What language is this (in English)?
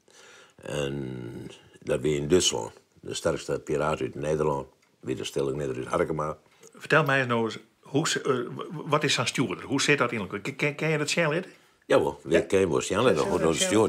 Western Frisian